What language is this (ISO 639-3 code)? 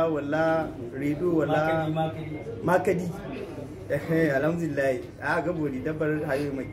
dje